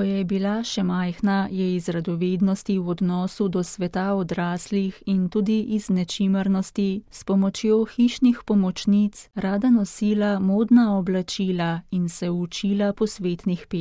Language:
Slovenian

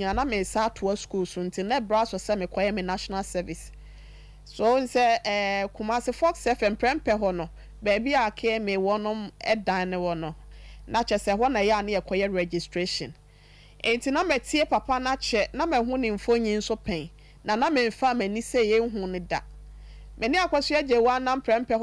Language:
Akan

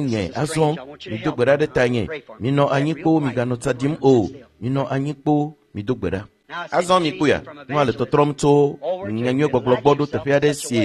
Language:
Ewe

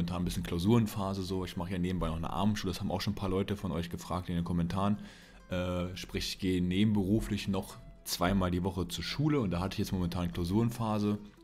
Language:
German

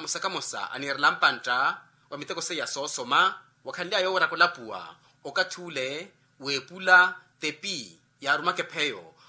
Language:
Makhuwa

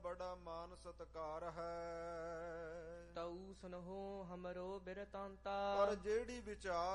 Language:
Punjabi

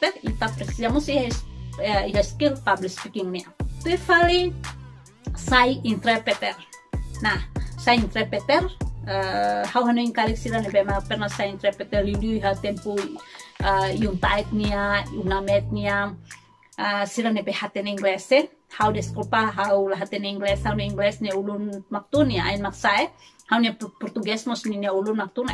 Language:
Tetum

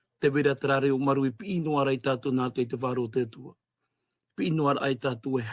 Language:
Tahitian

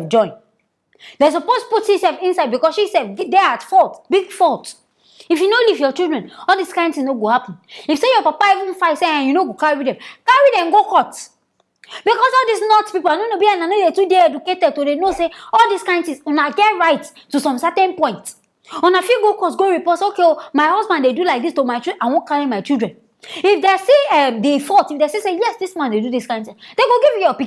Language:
Nigerian Pidgin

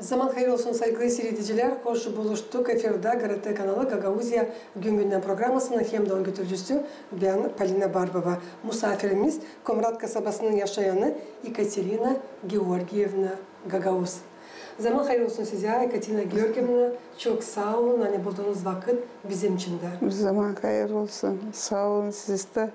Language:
Gagauz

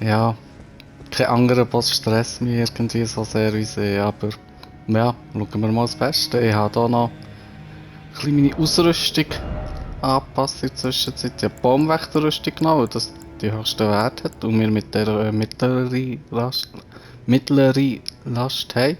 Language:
Swiss German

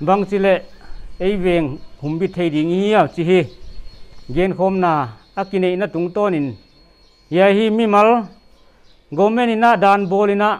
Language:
Paite Chin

